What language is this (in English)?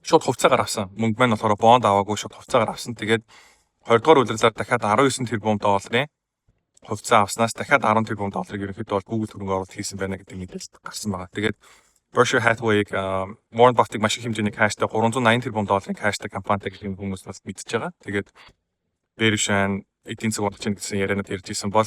Mongolian